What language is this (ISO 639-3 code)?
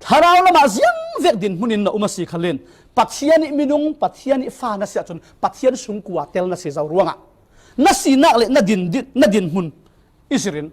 cfm